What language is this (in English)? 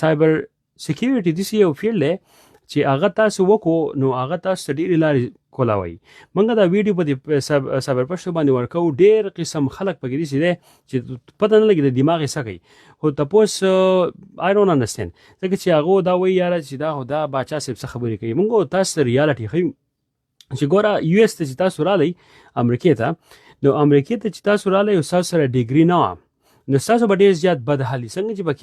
Pashto